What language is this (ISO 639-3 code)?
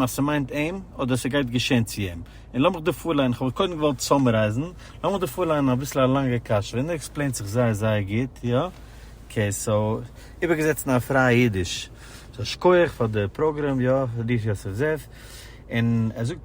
yid